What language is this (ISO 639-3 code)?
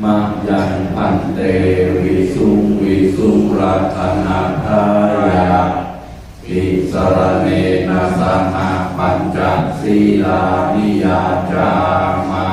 pli